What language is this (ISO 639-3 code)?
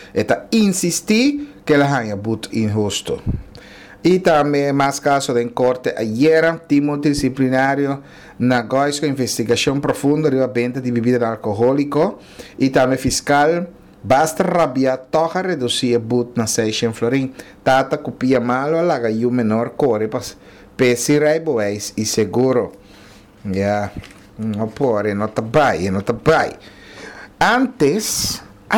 pap